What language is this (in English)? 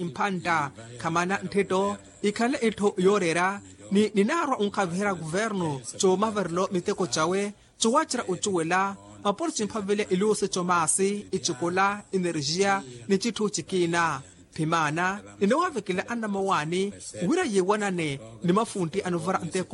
Makhuwa